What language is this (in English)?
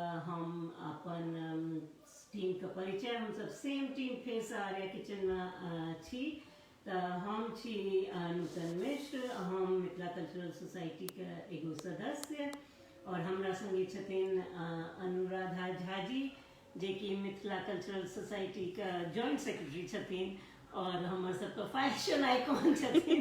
Maithili